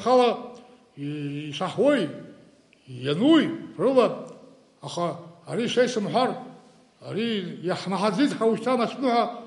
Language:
Abkhazian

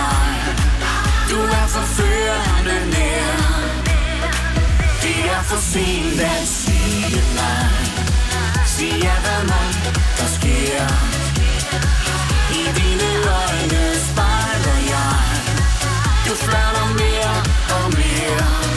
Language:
Danish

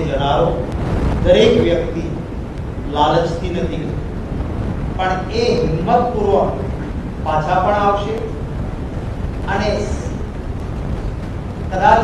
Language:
Gujarati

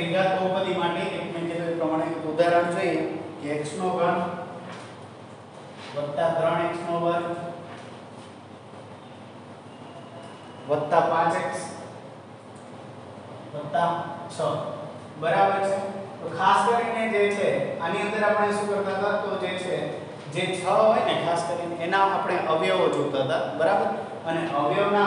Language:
Gujarati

